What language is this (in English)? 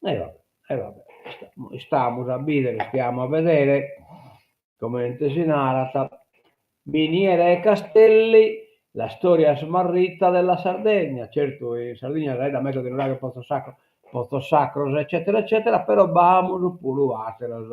Sardinian